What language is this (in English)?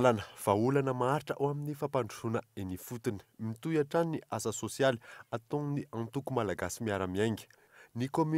Malagasy